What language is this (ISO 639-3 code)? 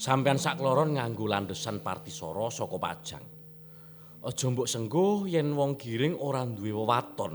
jav